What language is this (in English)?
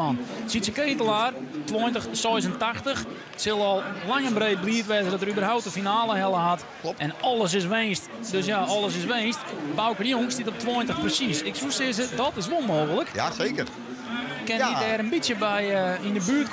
Western Frisian